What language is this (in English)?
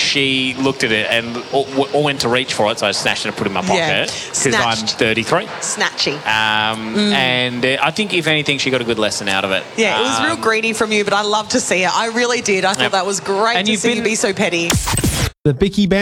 English